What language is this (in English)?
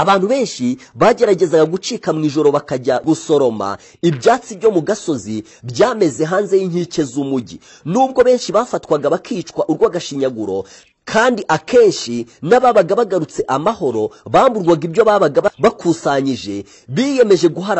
Kinyarwanda